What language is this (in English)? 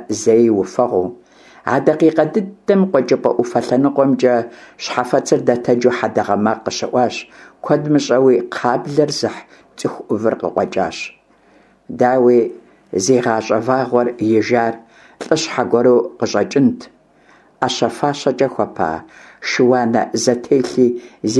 Kabardian